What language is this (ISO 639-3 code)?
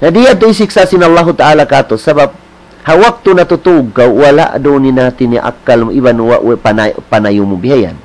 tsg